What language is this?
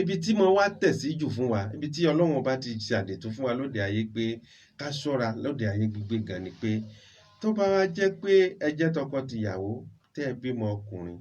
Yoruba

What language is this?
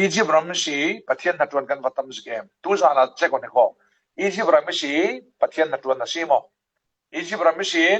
Falam Chin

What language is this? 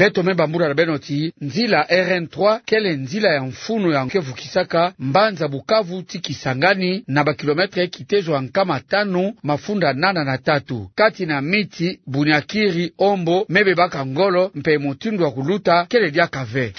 Kituba (Democratic Republic of Congo)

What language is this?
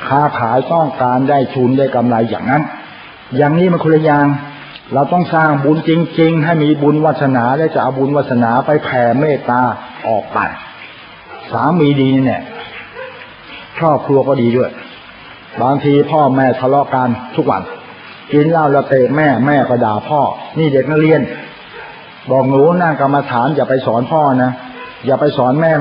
Thai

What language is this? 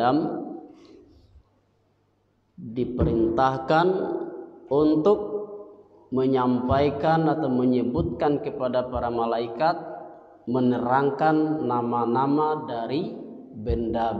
Indonesian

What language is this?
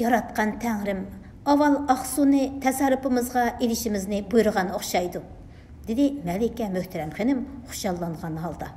Uyghur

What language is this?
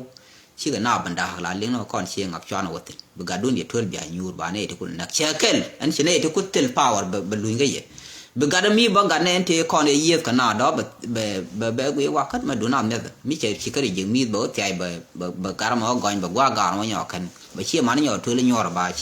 Nuer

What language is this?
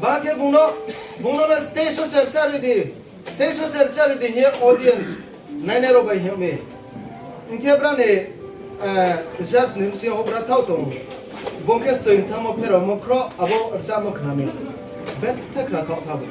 Riang (India)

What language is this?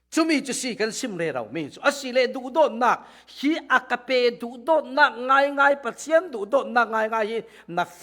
Falam Chin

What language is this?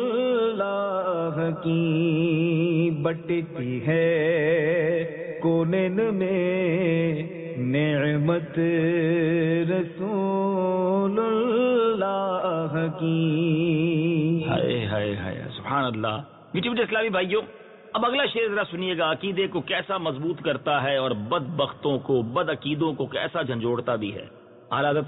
Urdu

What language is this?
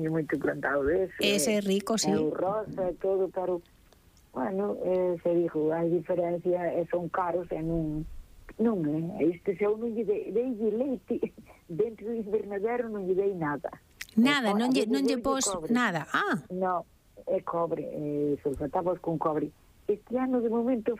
Galician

